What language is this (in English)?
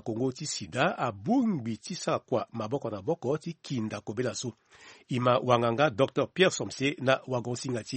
Sango